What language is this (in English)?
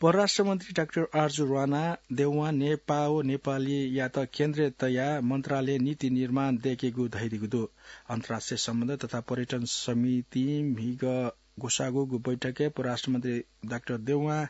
Newari